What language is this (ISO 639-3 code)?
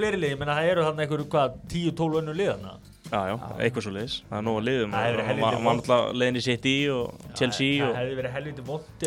isl